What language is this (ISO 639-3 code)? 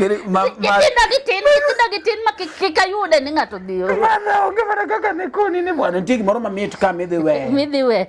luo